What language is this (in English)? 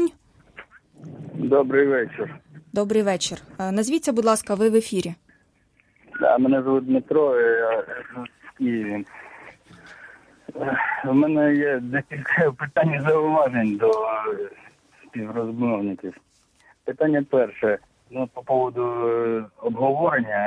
Ukrainian